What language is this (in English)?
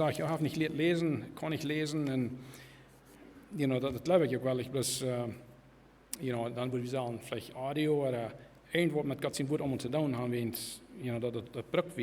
Plautdietsch